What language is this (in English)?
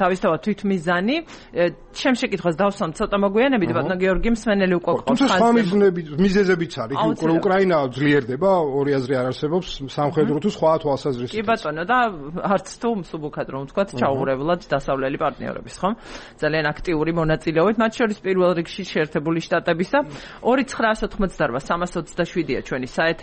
Georgian